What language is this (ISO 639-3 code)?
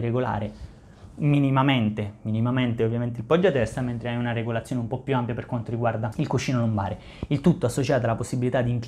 ita